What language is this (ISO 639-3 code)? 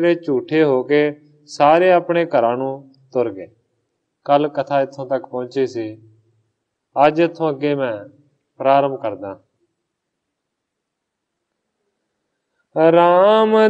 pan